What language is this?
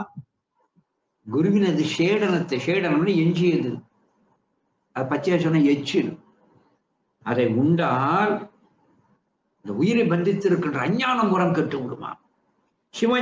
Tamil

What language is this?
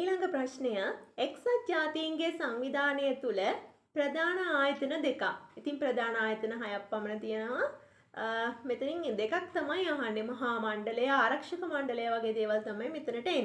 Sinhala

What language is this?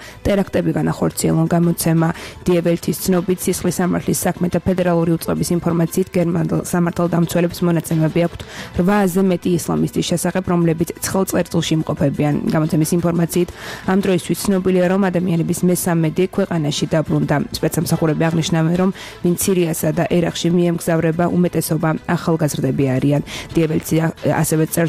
Georgian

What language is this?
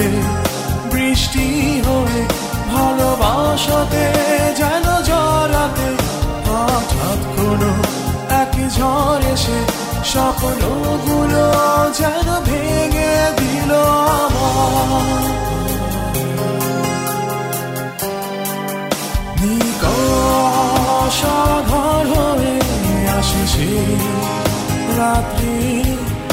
Bangla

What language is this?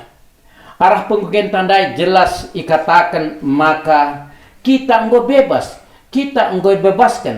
Batak Karo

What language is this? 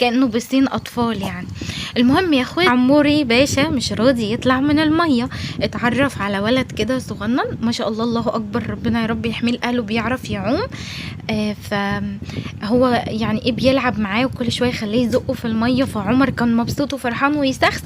Egyptian Arabic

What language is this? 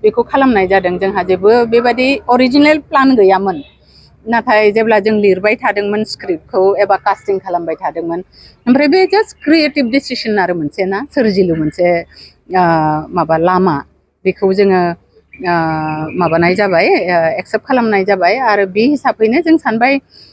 Bodo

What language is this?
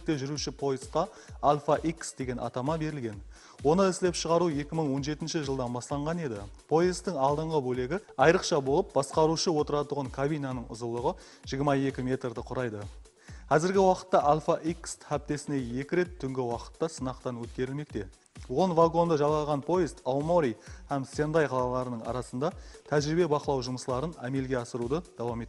Kara-Kalpak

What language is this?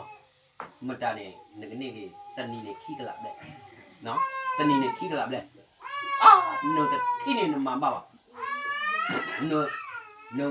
S'gaw Karen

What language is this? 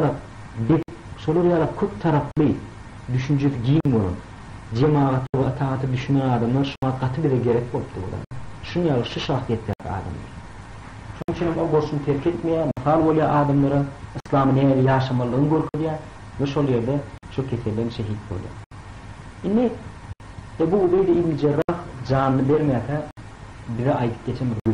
Turkmen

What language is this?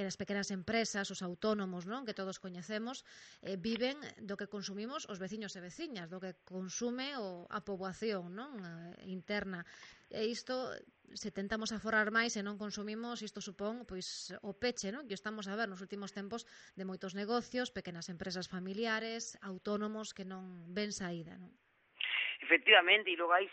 Galician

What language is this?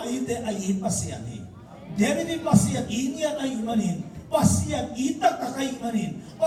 Tedim Chin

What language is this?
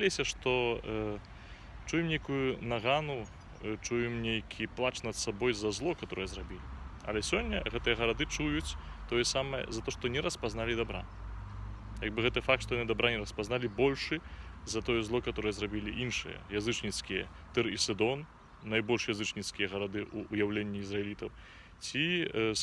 Belarusian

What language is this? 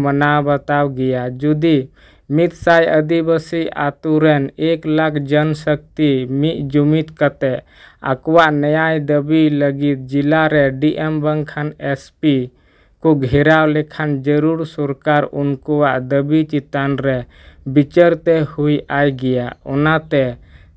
Santali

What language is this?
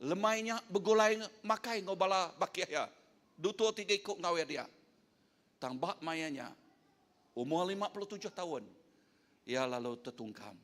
Iban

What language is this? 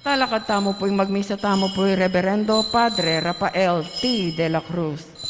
Pampanga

